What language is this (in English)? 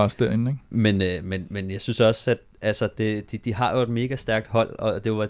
Danish